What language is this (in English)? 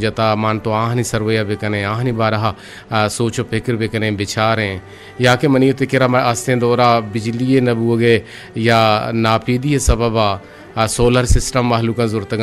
Eastern Balochi